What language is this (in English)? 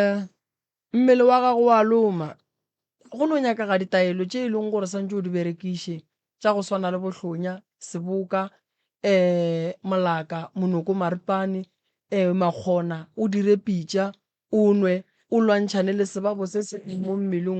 Northern Sotho